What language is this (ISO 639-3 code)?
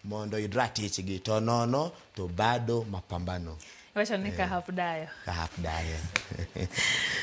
luo